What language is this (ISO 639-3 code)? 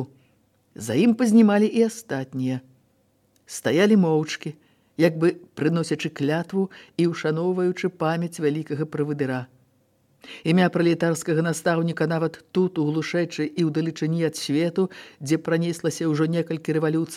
bel